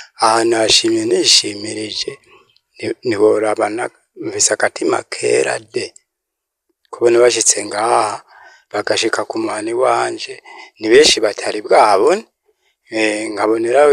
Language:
Rundi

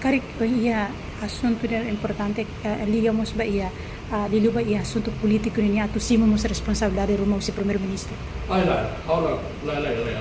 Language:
Tetum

